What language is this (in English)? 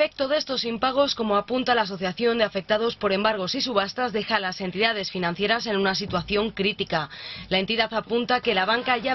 Spanish